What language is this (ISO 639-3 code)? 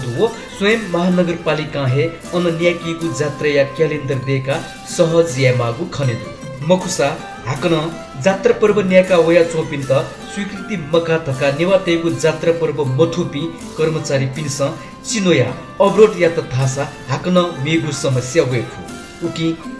new